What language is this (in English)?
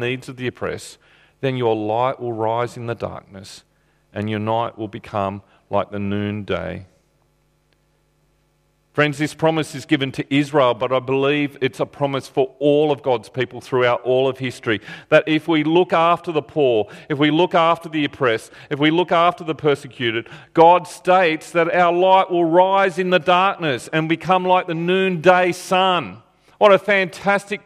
English